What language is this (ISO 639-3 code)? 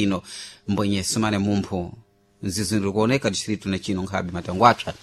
seh